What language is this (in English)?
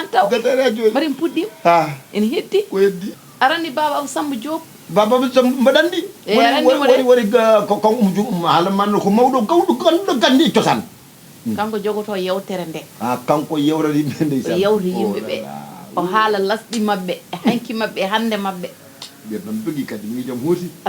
Fula